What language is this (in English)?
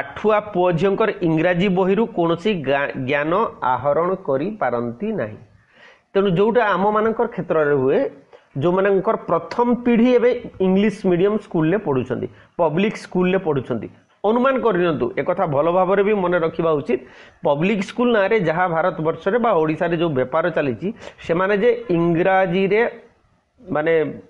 Odia